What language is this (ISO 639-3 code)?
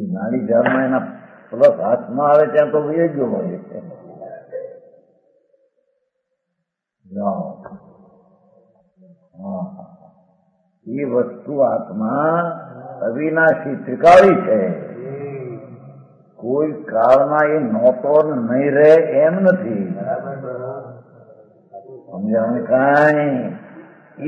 guj